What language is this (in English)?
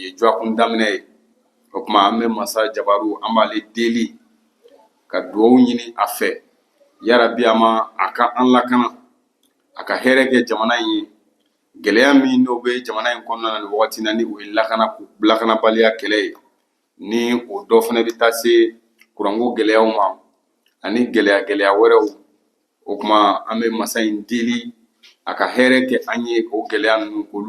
Bambara